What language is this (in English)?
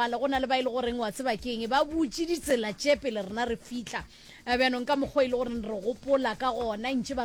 Northern Sotho